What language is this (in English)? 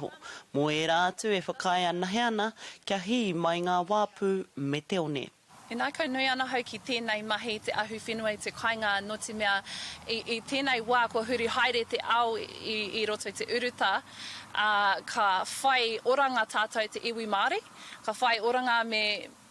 Māori